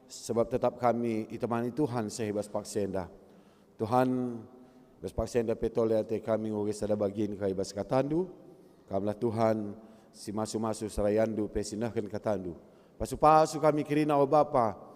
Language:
Batak Karo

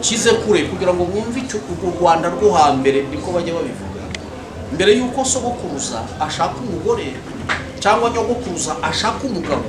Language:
Kinyarwanda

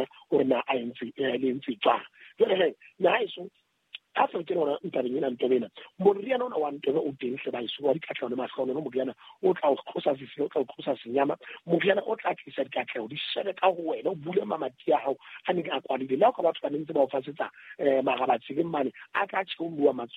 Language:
Southern Sotho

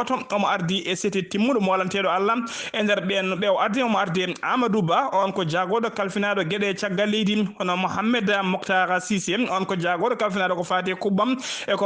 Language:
Fula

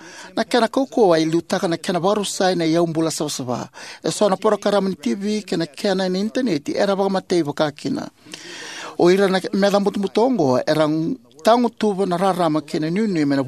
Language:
Fijian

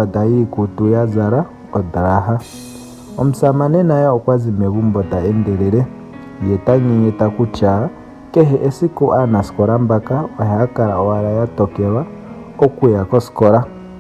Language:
Ndonga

